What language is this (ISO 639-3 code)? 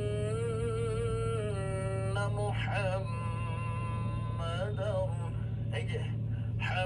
ben